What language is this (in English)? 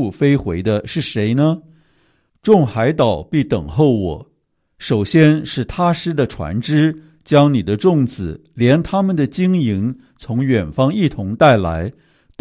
Chinese